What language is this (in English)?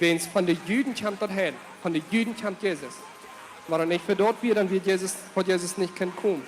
Plautdietsch